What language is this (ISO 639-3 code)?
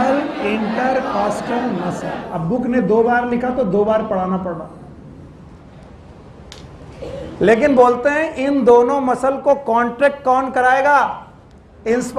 hin